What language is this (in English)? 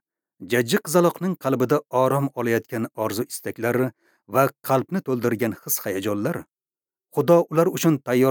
Uzbek